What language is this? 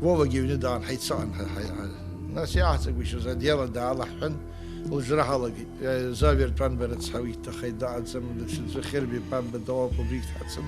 Abkhazian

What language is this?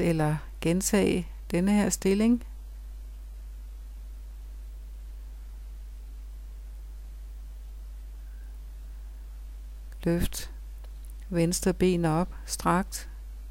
Danish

